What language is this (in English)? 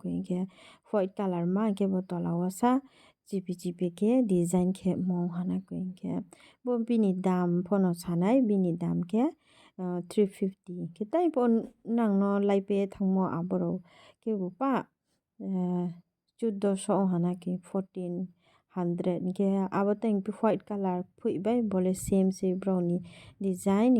Riang (India)